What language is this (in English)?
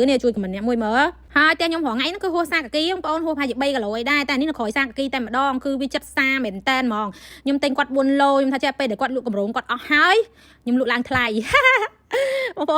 Khmer